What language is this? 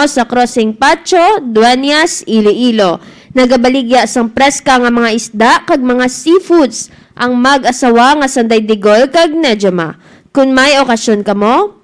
Hiligaynon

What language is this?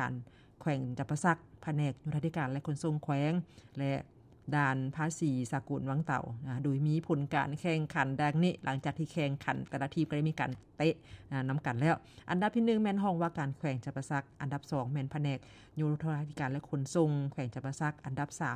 Lao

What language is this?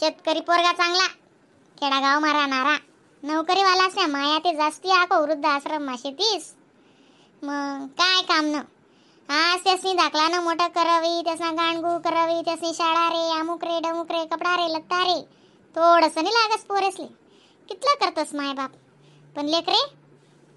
Khandesi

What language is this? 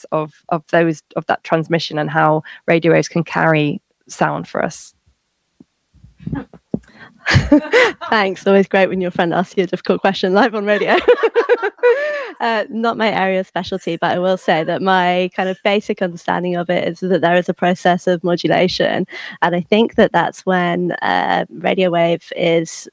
English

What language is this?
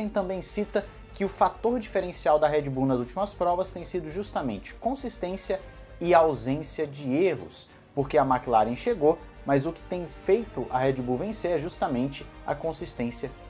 Portuguese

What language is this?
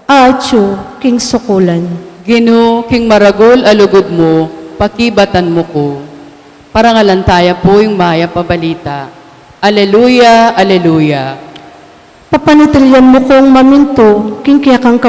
Pampanga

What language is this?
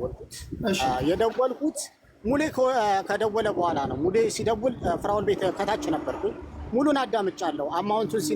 Amharic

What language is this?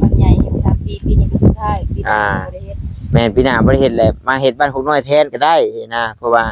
Northeastern Thai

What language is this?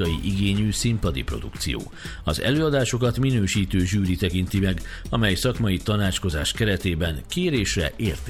Hungarian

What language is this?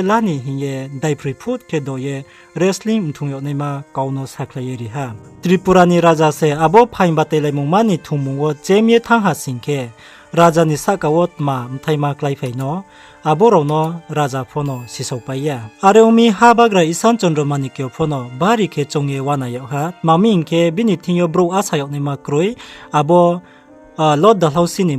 Riang (India)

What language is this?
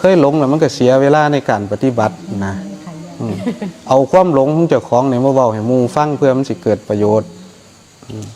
Northeastern Thai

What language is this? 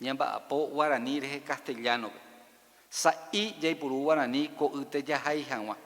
Guarani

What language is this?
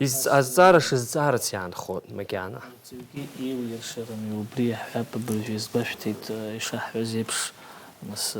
Abkhazian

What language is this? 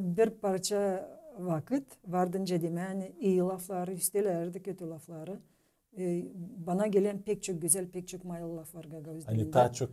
Gagauz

